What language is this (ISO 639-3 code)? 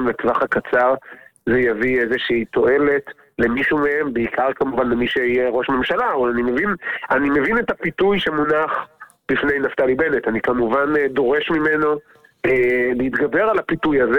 heb